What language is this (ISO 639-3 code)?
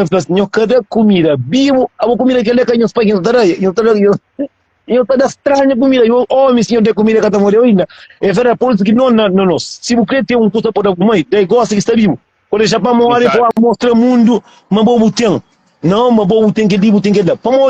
kea